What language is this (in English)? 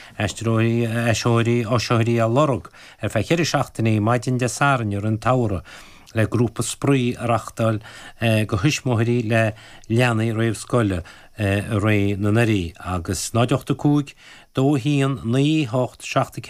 Irish